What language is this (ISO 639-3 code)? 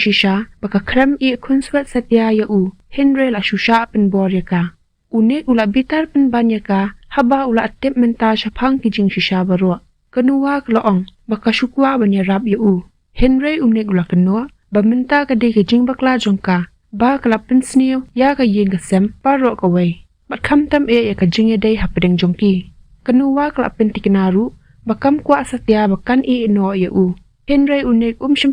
kha